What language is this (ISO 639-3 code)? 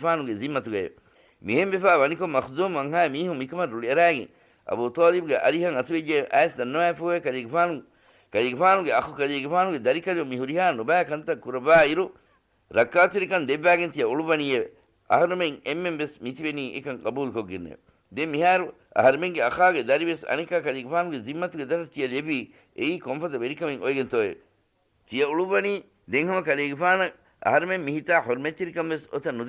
div